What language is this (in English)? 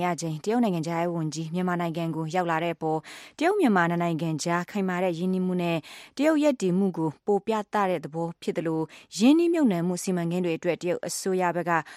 Burmese